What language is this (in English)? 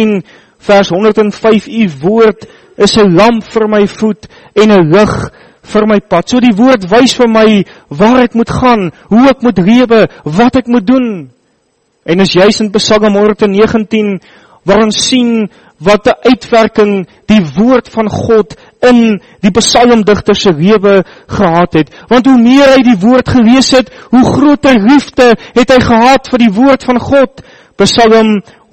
Afrikaans